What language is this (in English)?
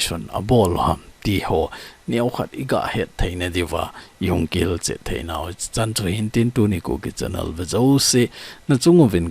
Thado Chin